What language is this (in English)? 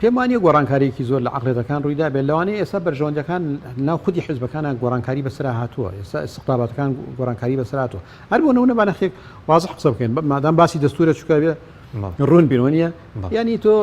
Central Kurdish